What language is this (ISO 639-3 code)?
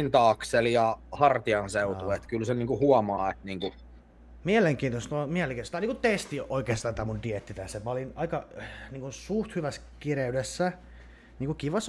fin